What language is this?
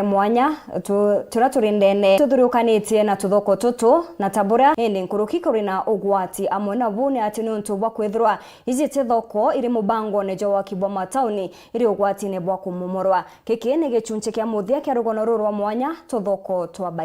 Meru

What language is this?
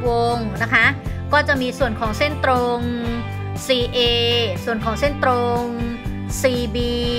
Thai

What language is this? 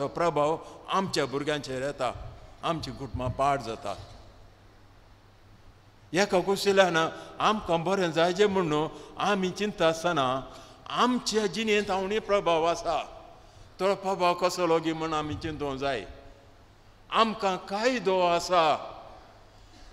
Konkani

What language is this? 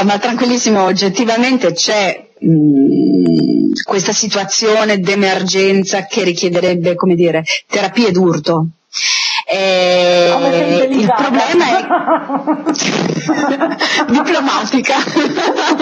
Italian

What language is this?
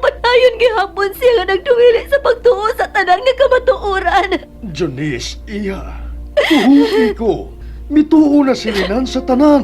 Cebuano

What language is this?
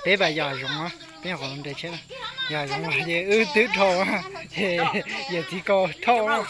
Hmong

